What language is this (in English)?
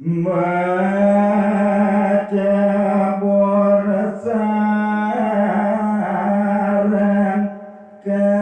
Balinese